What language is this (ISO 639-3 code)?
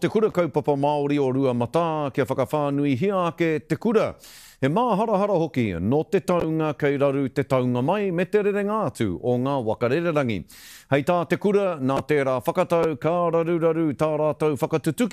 mri